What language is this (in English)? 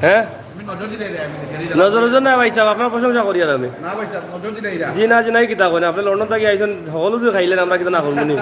Sylheti